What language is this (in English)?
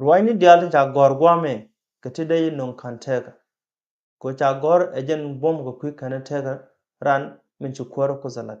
Nuer